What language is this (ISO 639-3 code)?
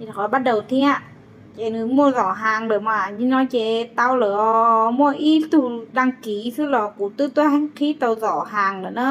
hmn